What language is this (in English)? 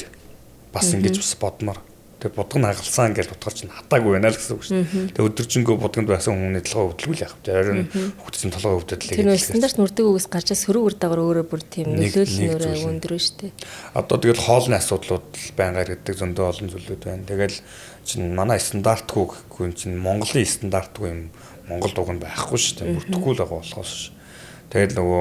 Mongolian